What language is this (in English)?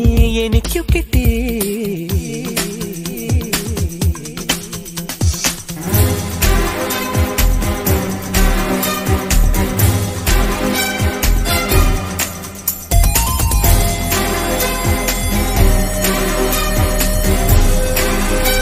Malayalam